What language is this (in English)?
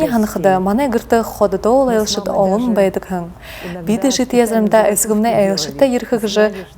Buriat